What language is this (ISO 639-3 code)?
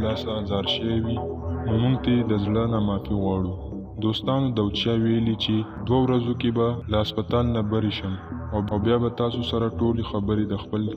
pus